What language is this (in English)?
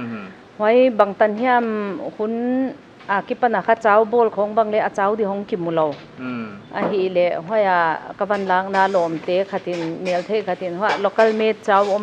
Paite Chin